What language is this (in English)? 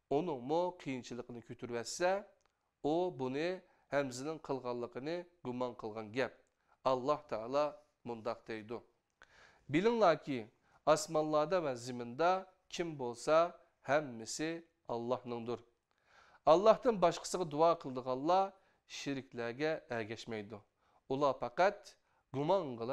Uyghur